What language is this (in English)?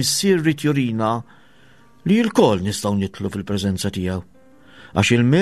Maltese